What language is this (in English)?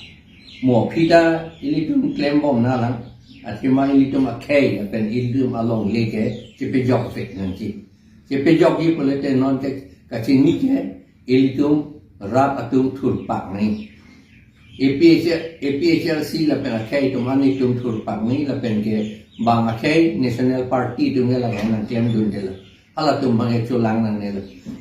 Karbi